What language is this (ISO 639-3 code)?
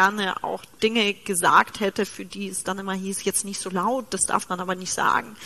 deu